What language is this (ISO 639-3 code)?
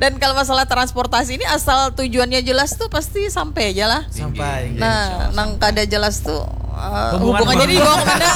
bjn